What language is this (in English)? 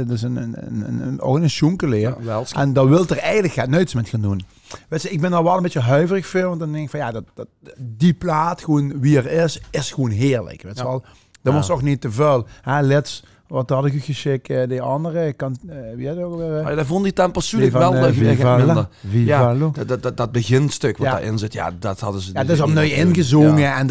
Limburgish